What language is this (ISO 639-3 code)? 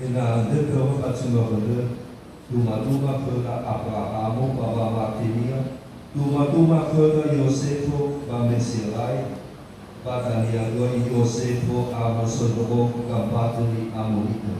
nia